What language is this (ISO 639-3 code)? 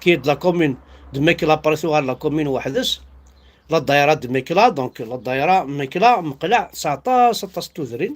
kab